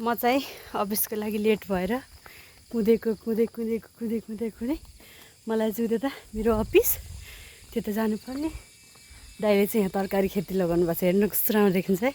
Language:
Nepali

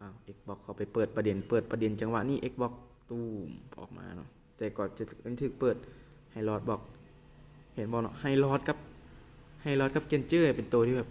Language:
Lao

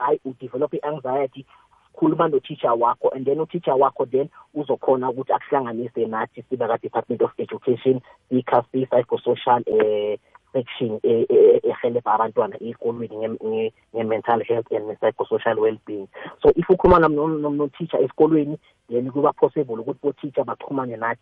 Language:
South Ndebele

